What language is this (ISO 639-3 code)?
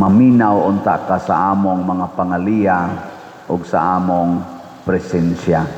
ceb